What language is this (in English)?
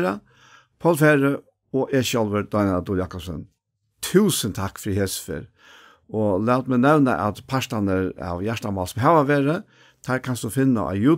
Faroese